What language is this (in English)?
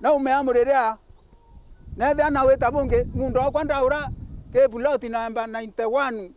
Meru